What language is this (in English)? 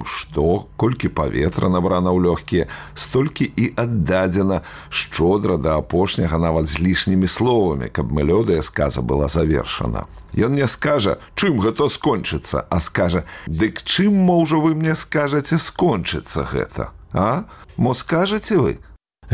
Belarusian